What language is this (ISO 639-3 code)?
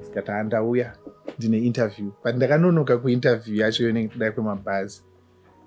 sna